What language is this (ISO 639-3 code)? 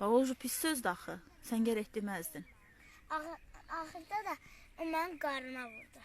aze